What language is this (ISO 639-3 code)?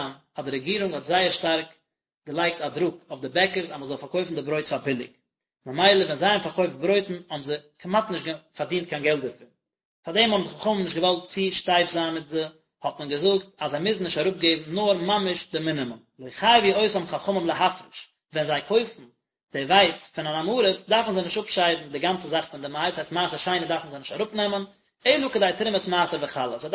yid